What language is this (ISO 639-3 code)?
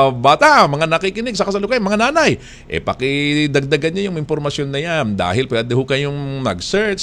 fil